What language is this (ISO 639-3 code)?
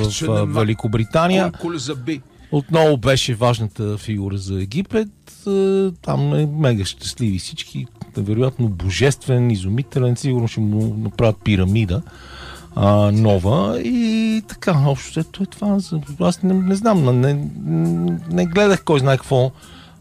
bul